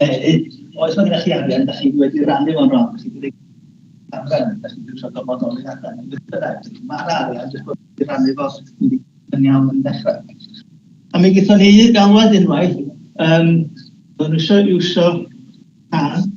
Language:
Welsh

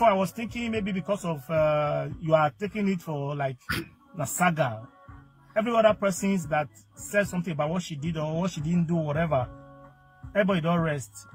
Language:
Nigerian Pidgin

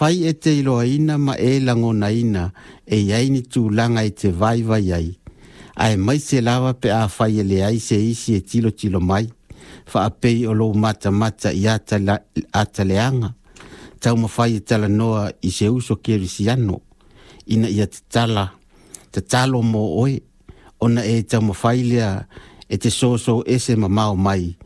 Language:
Samoan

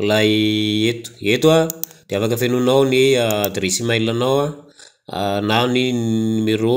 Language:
Malagasy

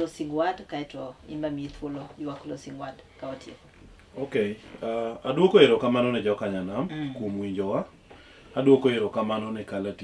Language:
Luo (Kenya and Tanzania)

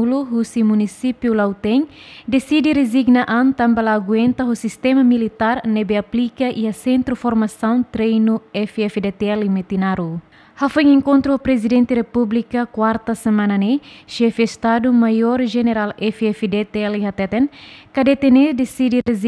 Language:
Tetum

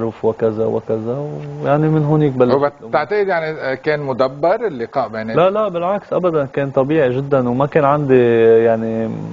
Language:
North Levantine Arabic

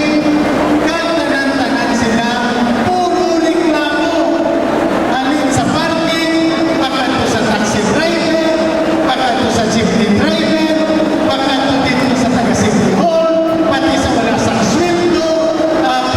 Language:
Hiligaynon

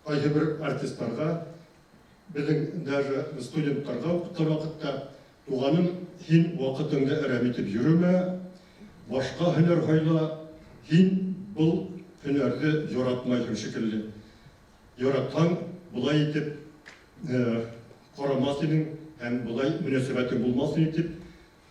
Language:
Bashkir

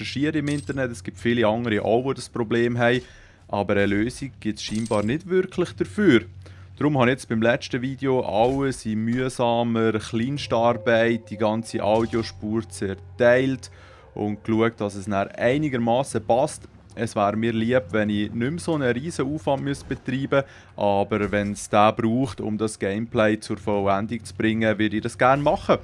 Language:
Swiss German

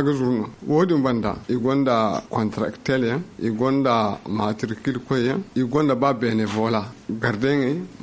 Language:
Zarma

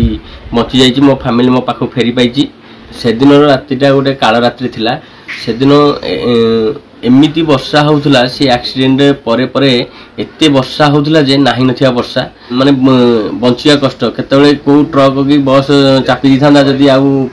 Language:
Odia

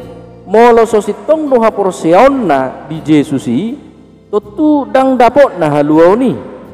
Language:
Batak Toba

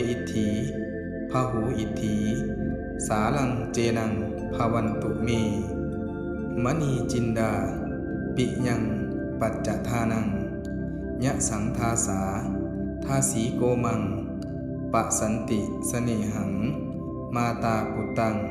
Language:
Pali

